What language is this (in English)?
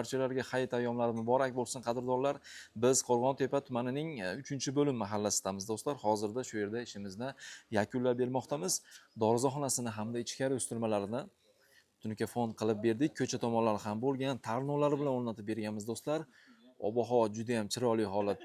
Uzbek